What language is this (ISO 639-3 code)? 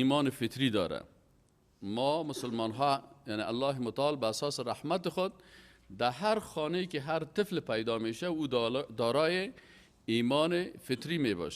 fas